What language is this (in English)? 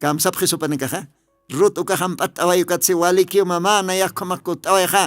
Aymara